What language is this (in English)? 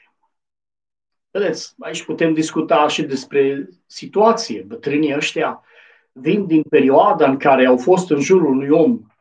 Romanian